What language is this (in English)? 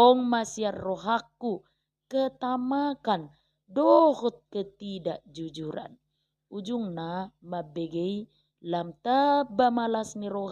Batak Toba